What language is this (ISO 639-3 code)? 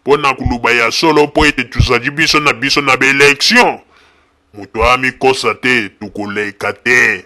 lin